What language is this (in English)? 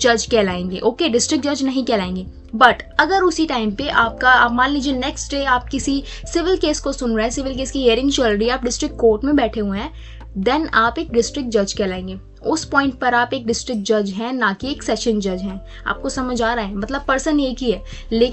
Hindi